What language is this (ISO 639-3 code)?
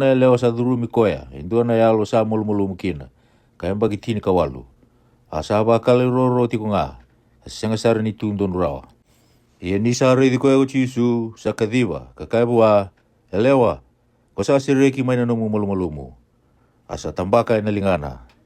fij